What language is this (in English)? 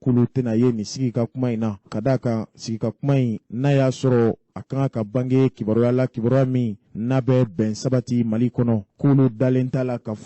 Bambara